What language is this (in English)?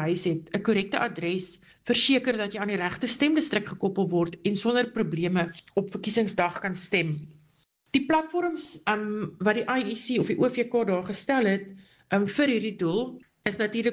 Afrikaans